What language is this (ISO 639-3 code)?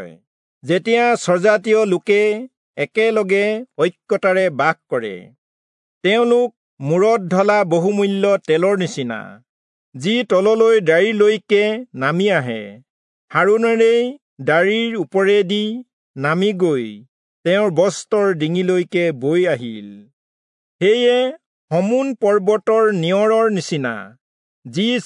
asm